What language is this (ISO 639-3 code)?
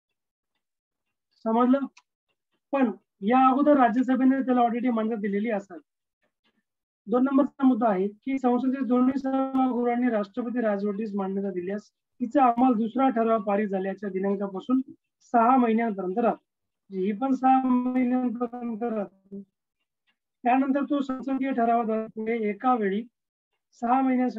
mar